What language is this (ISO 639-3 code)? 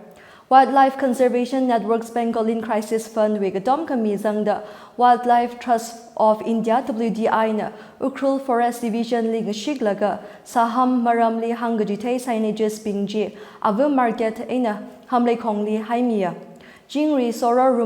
nmf